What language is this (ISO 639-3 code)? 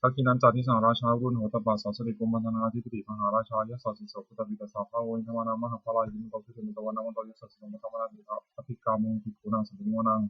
pli